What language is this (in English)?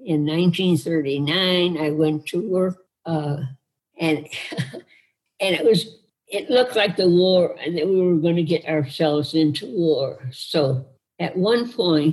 English